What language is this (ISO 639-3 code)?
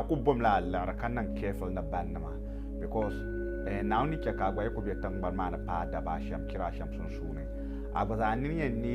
dag